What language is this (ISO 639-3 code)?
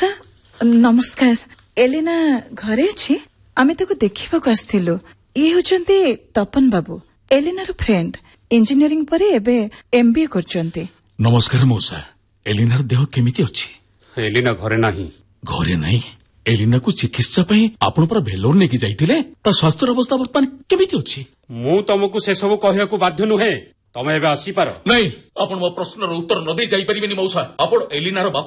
ori